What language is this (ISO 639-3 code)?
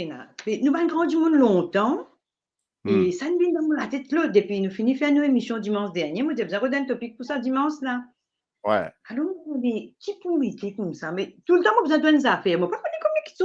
mfe